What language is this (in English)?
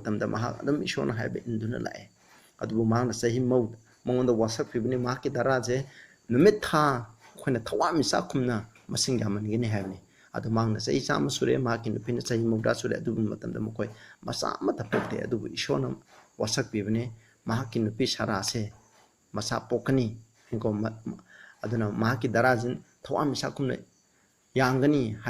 Manipuri